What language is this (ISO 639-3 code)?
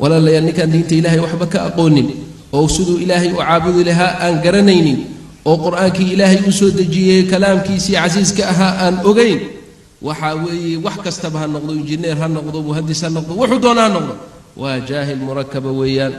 som